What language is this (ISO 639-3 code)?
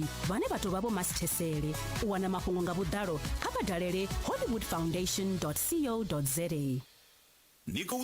ven